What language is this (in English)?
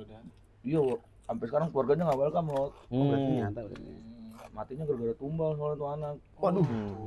Betawi